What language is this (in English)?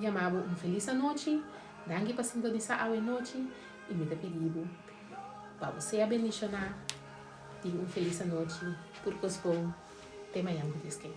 Papiamento